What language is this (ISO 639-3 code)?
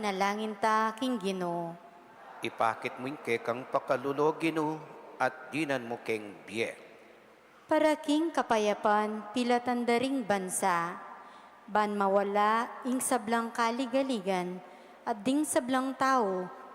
pam